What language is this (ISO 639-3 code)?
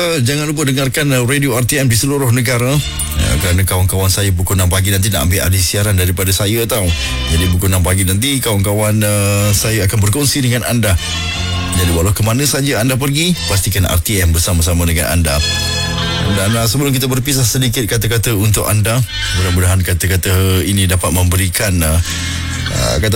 msa